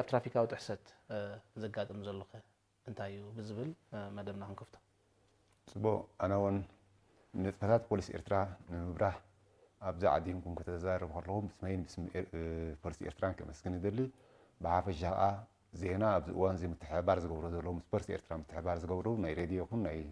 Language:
Tigrinya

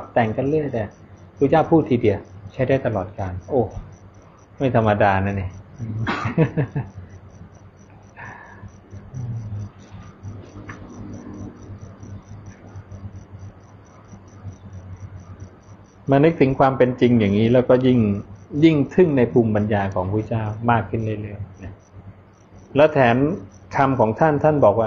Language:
Thai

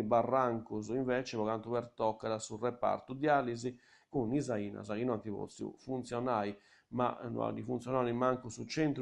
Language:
Sardinian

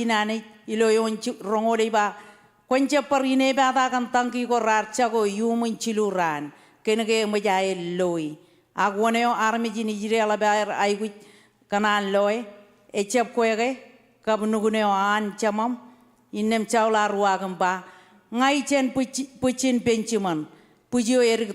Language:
Marshallese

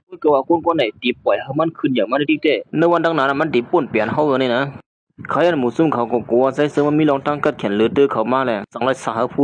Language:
Shan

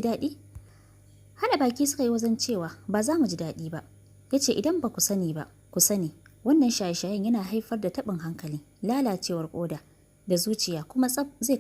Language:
Hausa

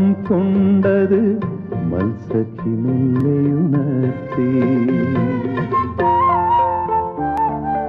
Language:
Malayalam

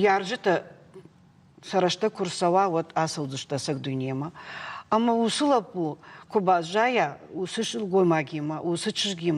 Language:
Ossetic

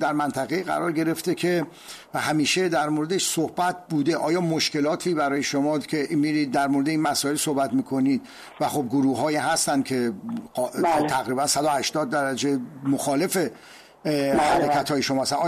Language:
Persian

